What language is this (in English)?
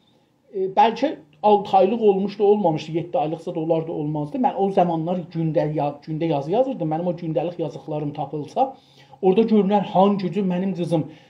South Azerbaijani